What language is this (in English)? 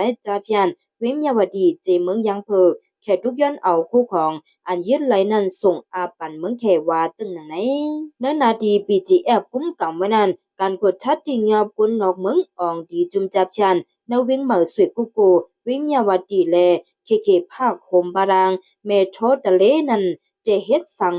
Shan